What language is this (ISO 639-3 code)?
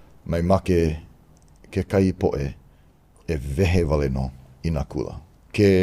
haw